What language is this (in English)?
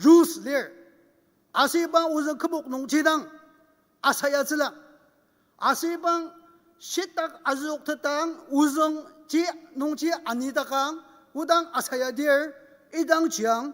Ao Naga